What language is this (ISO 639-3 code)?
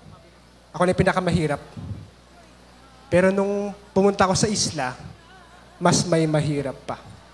fil